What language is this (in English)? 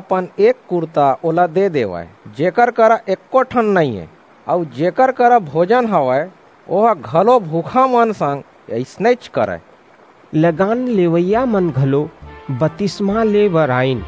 Chhattisgarhi